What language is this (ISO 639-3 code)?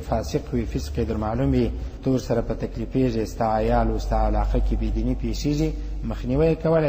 pus